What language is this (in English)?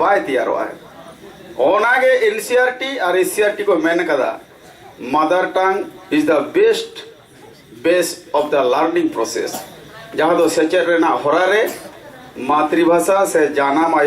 Santali